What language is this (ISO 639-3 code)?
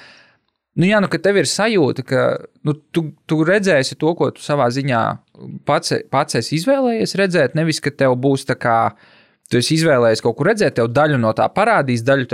lav